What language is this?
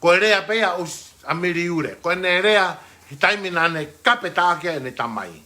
Tongan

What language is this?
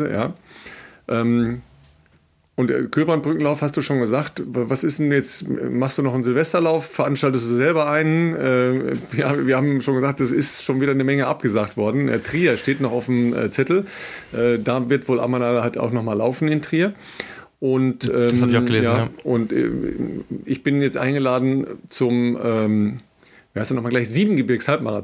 German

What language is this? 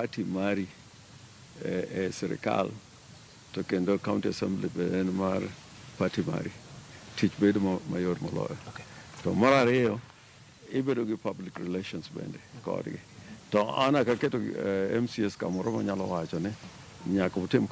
Luo (Kenya and Tanzania)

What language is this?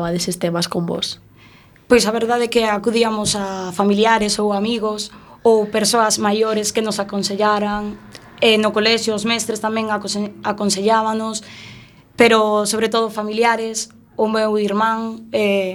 Galician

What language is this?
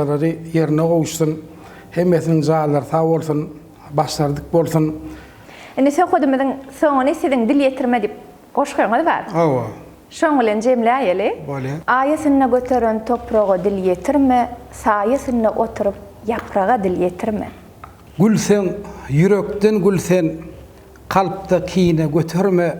Turkmen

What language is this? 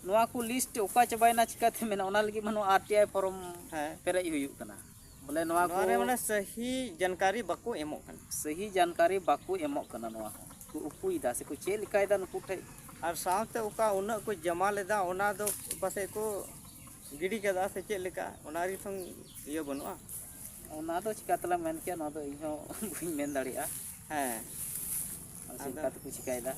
Santali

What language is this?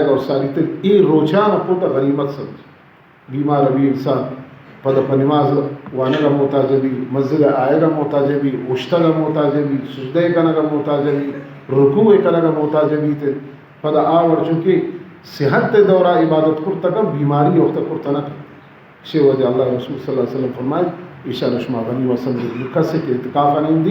Baluchi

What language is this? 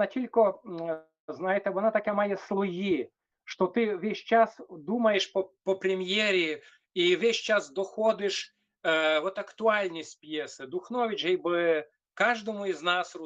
Rusyn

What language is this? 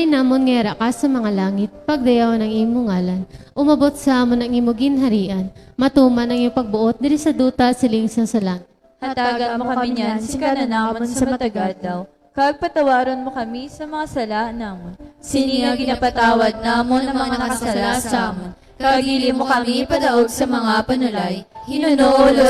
Hiligaynon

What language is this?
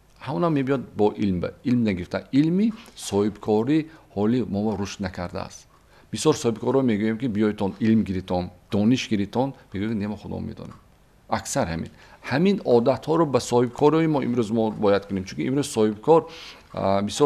Tajik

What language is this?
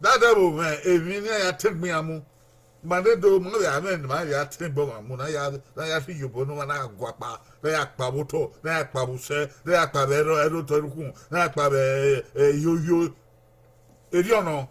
Bini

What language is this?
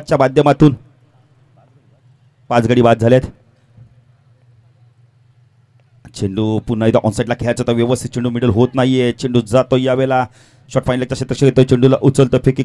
Marathi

